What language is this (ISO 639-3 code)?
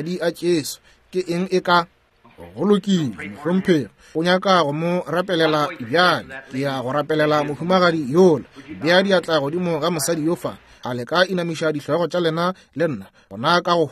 nso